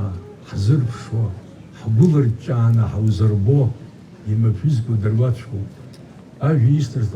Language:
Abkhazian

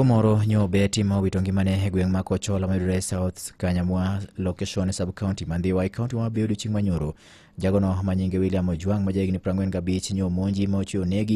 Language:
Luo (Kenya and Tanzania)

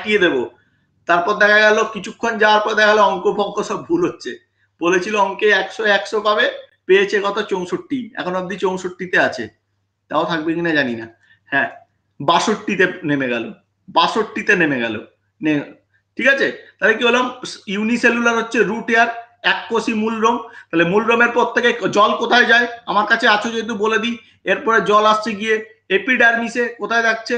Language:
Bangla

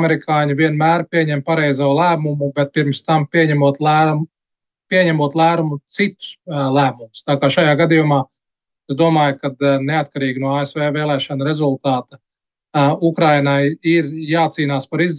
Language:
Latvian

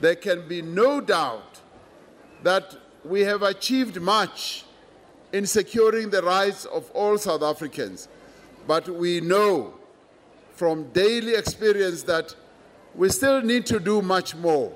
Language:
English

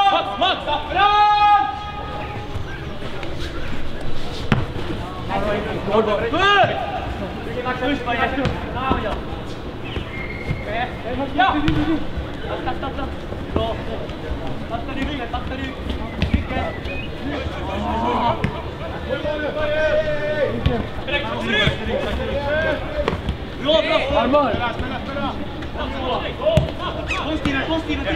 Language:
Swedish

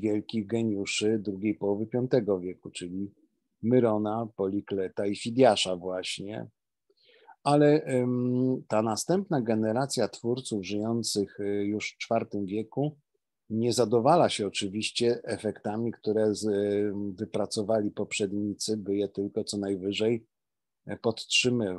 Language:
Polish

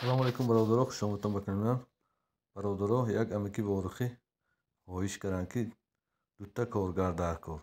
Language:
Tajik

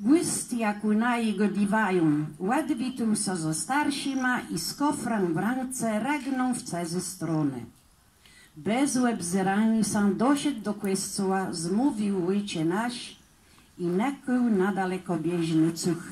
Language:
Kashubian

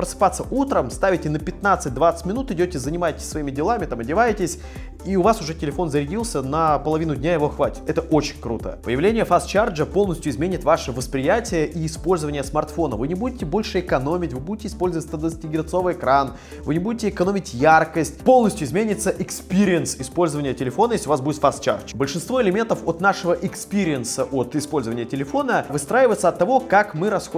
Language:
Russian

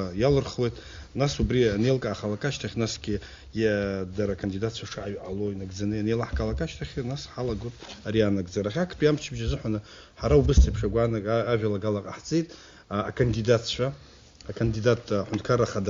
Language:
Abkhazian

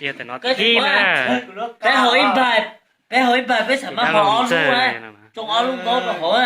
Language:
Hmong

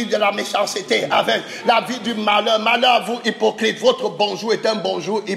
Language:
French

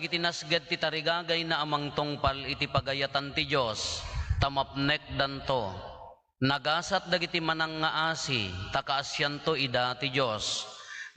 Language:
Iloko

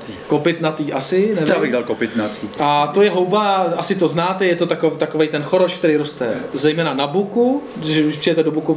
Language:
Czech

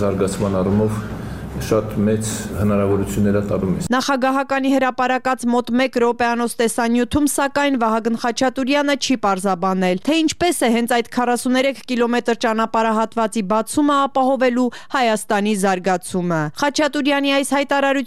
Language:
Armenian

